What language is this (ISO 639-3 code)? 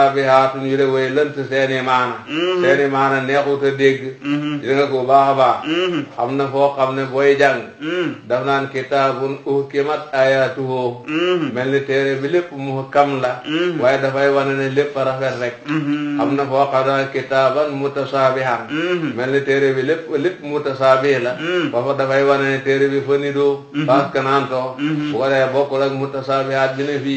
wol